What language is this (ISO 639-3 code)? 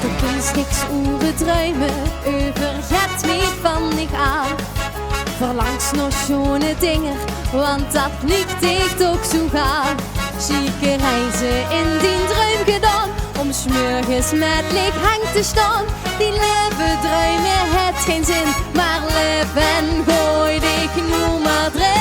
lim